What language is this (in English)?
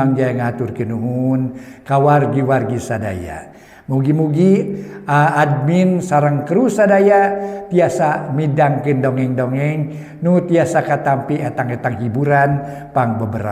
Sundanese